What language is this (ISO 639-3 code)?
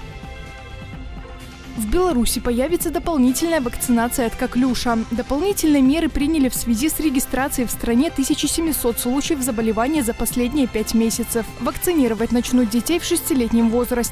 rus